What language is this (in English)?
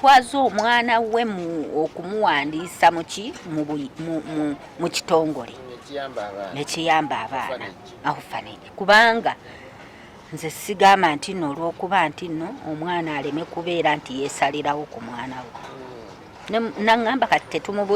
Ganda